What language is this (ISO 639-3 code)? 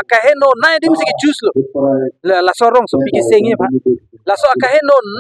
mjw